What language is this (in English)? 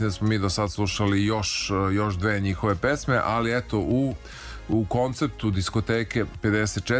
Serbian